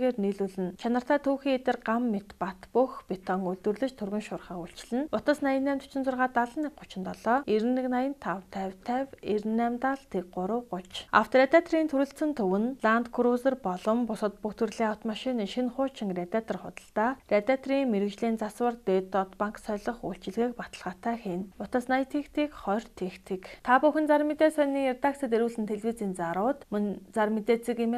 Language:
Mongolian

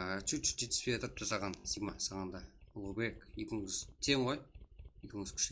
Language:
Kara-Kalpak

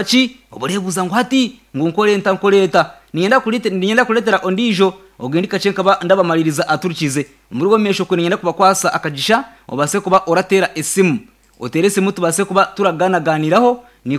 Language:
Nyankole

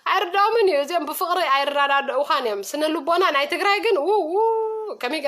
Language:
Tigrinya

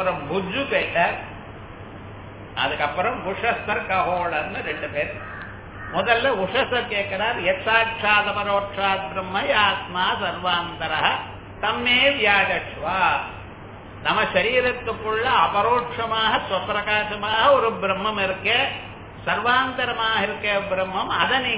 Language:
Tamil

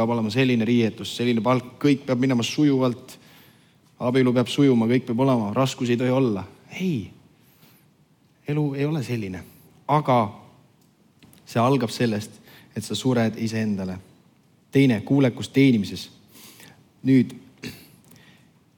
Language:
Estonian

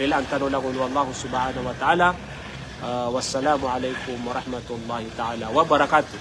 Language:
Maranao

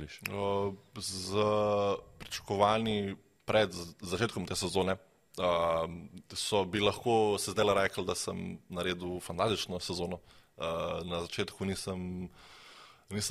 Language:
Slovenian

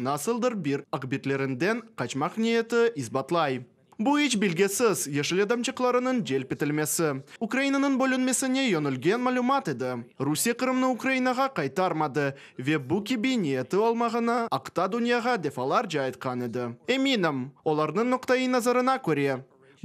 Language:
Crimean Tatar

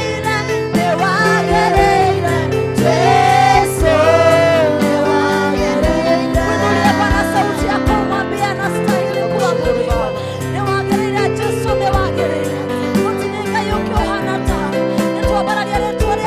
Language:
Kikuyu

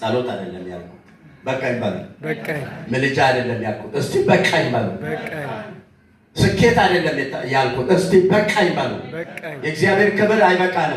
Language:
Amharic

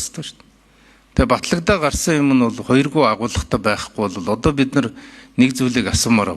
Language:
Mongolian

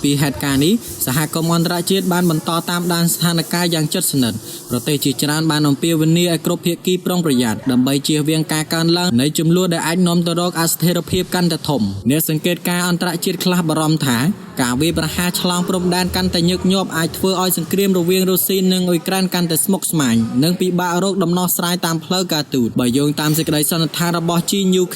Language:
Khmer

